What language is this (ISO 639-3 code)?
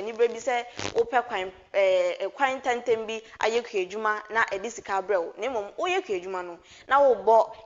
aka